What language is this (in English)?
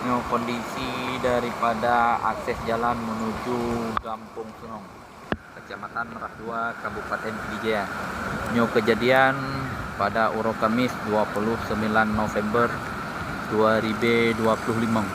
Achinese